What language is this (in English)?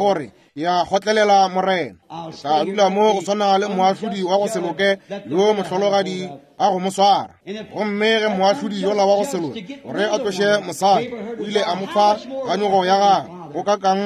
Northern Sotho